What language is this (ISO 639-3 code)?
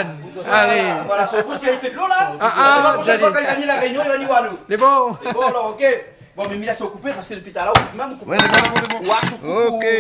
rcf